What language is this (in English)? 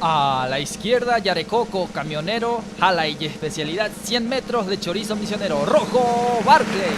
Guarani